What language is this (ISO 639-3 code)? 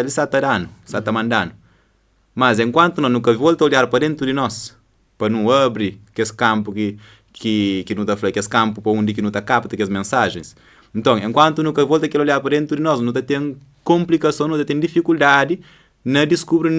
kea